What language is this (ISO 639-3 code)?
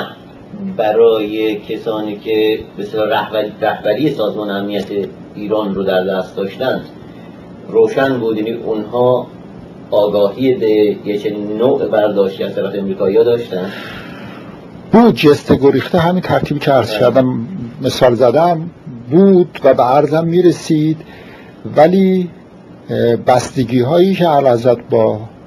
fas